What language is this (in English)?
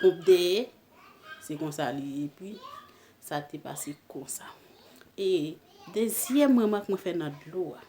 Haitian Creole